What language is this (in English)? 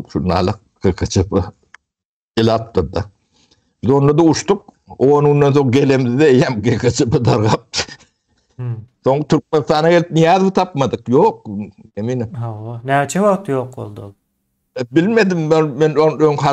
Turkmen